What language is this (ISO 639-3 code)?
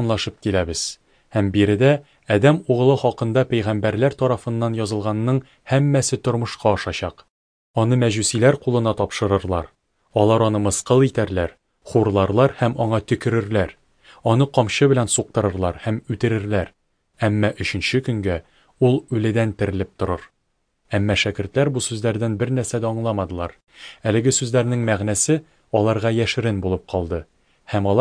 tat